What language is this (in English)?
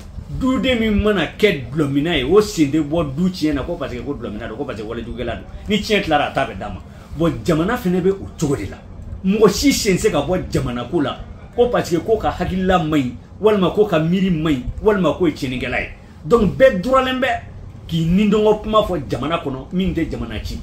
Bambara